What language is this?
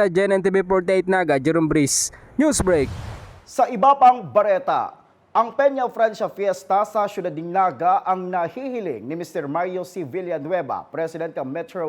Bikol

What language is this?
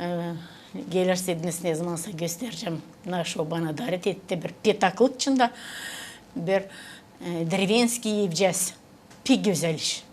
Gagauz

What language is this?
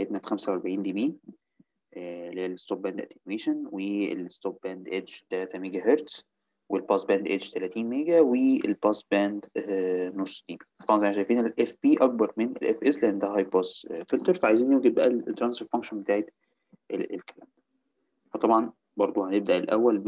Egyptian Arabic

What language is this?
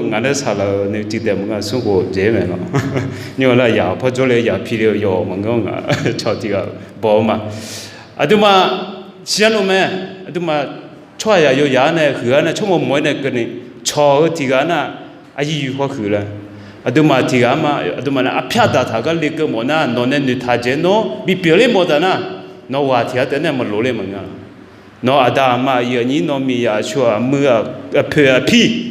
Akha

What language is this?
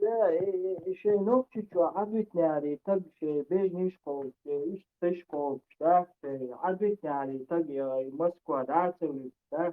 Chechen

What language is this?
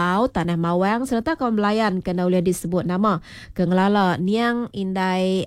Iban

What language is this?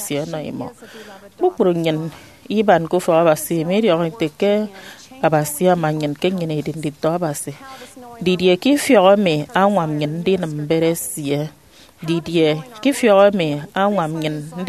Efik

